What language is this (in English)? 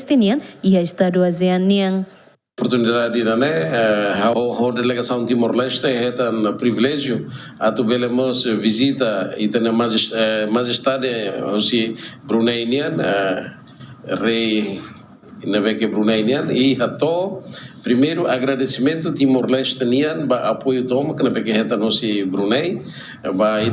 Tetum